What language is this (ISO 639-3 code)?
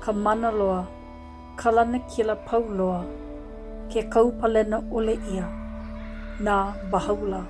haw